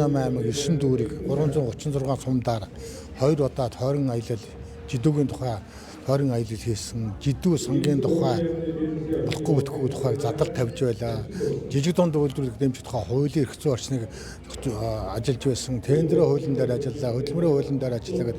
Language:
Mongolian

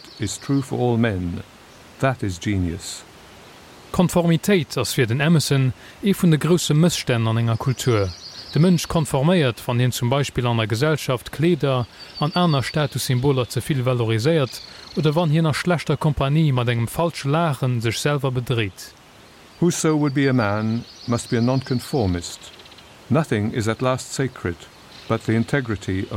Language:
Luxembourgish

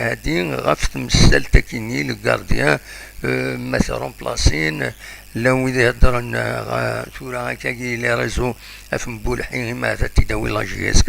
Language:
Kabyle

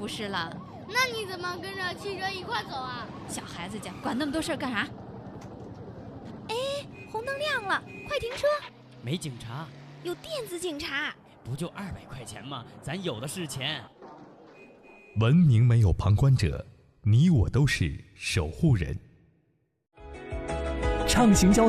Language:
Chinese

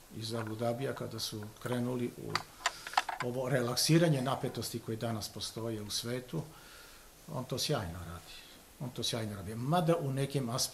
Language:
Serbian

